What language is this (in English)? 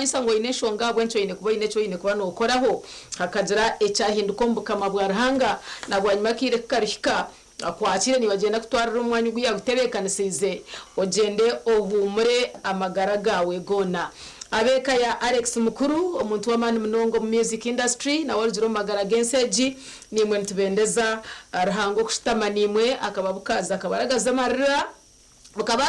Nyankole